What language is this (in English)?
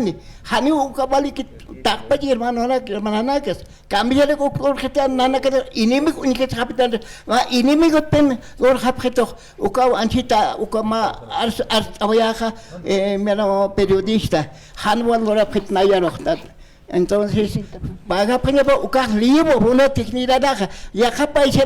Aymara